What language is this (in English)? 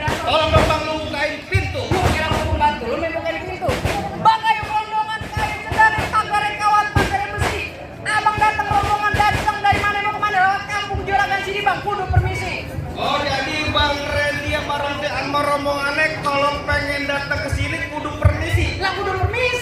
Betawi